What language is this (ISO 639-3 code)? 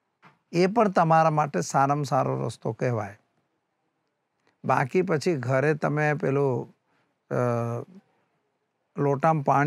guj